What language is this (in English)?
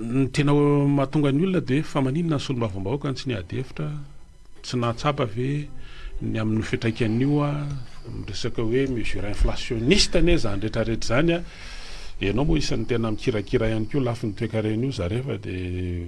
Malagasy